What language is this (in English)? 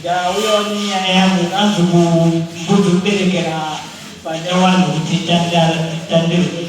Shona